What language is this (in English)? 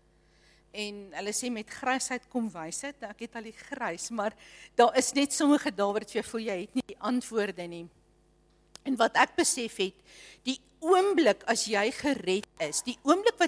Afrikaans